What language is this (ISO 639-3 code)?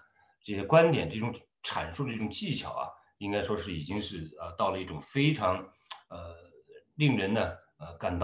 zho